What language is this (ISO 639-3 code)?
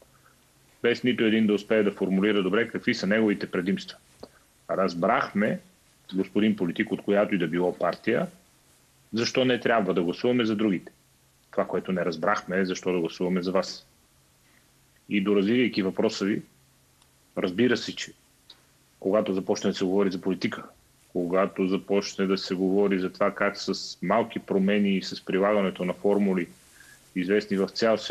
bul